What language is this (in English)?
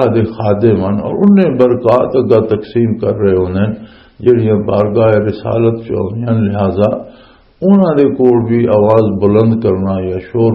Western Panjabi